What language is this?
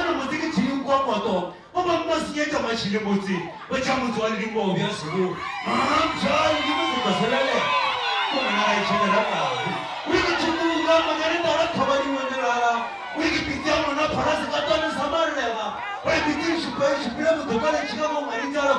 Northern Sotho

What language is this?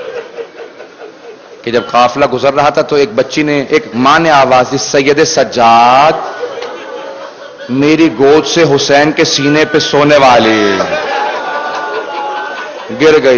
Urdu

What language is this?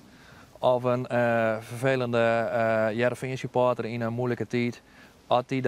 Western Frisian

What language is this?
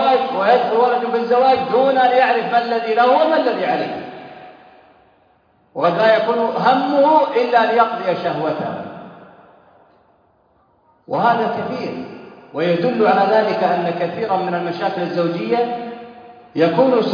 Arabic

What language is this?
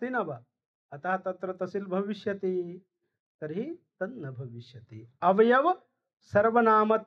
Sanskrit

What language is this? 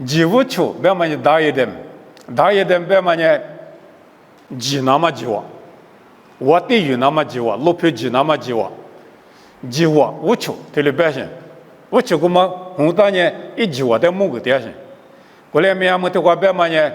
Lisu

